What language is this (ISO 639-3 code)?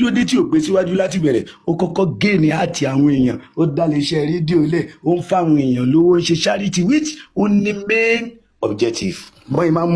yor